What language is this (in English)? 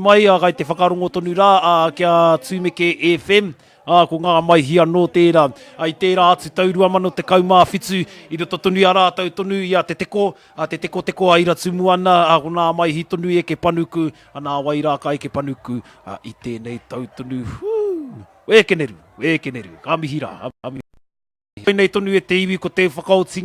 Māori